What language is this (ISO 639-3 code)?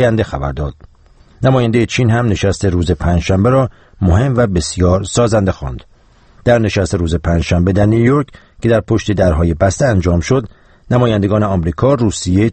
fas